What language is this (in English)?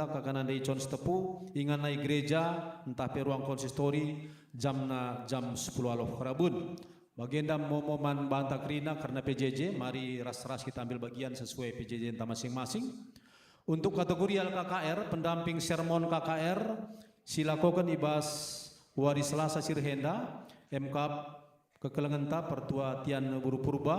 Batak Karo